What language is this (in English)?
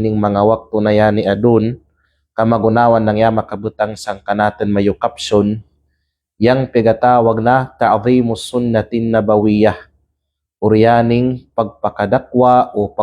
Kalagan